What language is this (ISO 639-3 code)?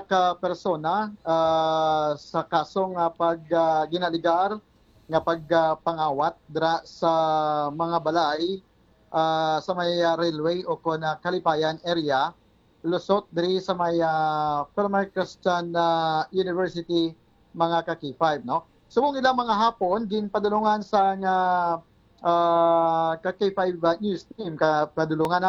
hil